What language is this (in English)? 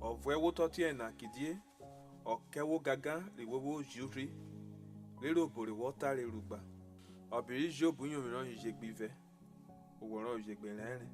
Urhobo